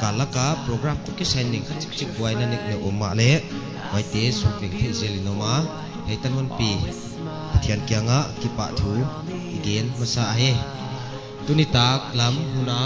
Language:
Paite Chin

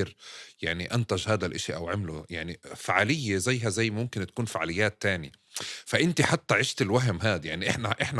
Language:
North Levantine Arabic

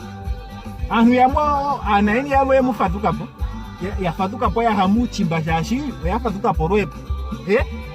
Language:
Ndonga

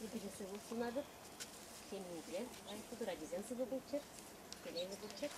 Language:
Chuvash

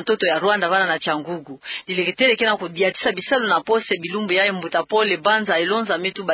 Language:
Kituba (Democratic Republic of Congo)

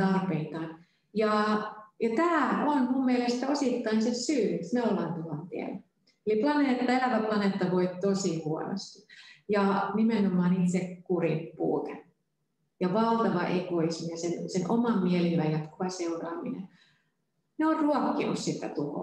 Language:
Finnish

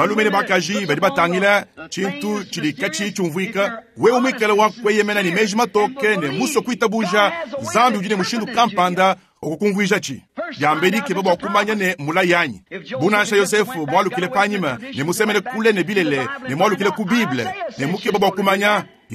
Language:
Luba-Lulua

